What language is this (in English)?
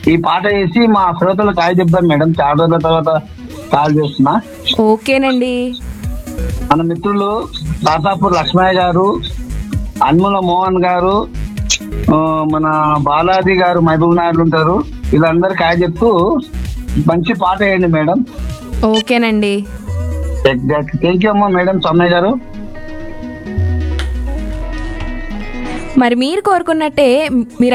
Telugu